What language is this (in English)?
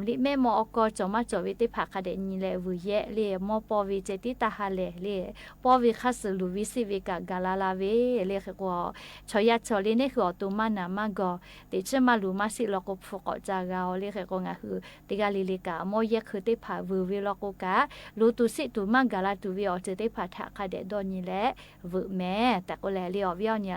Lahu